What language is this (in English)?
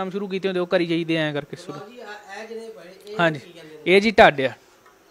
Punjabi